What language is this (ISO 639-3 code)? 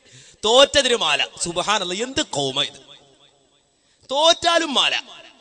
mal